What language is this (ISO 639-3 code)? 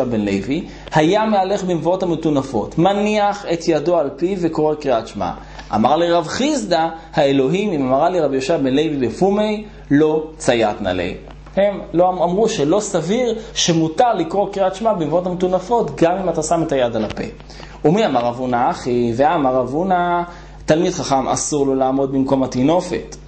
heb